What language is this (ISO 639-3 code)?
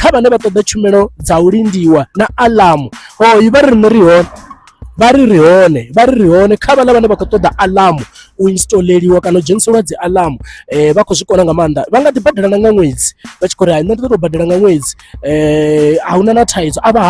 ven